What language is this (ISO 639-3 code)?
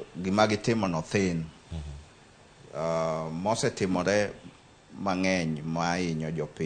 luo